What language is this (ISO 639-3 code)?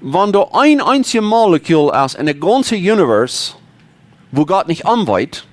pdt